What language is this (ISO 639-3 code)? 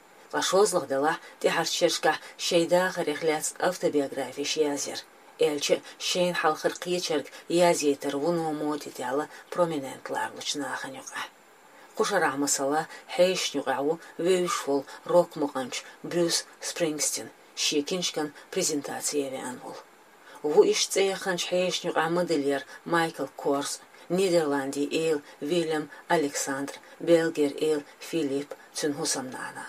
che